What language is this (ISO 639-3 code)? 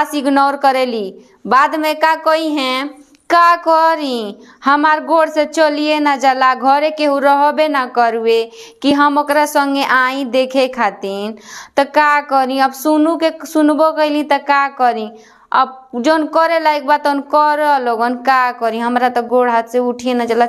bho